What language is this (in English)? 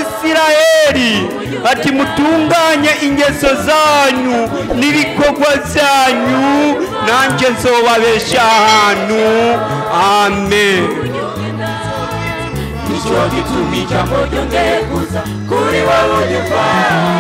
Rundi